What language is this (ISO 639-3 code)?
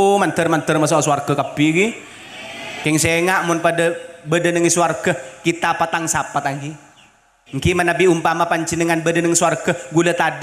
mad